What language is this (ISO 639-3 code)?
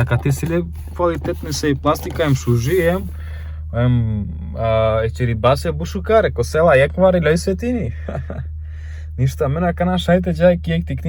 rom